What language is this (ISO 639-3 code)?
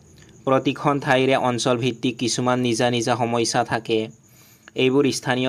asm